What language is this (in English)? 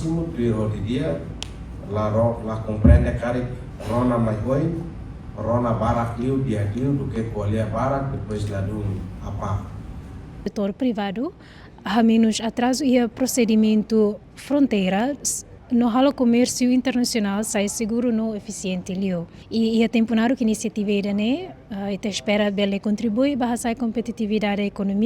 Tetum